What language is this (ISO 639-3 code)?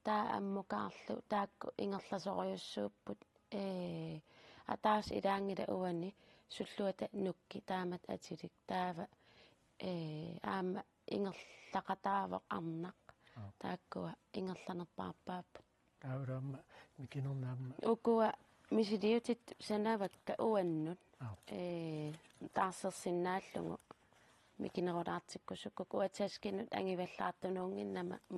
kal